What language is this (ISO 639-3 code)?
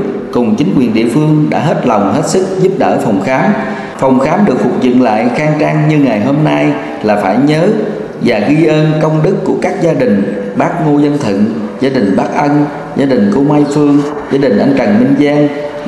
vie